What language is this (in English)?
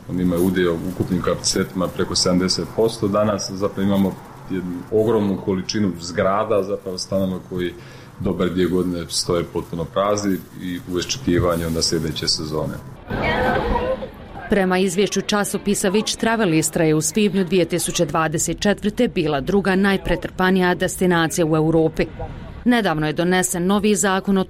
Croatian